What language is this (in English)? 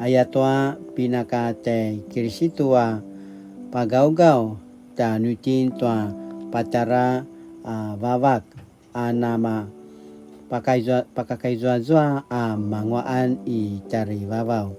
Paiwan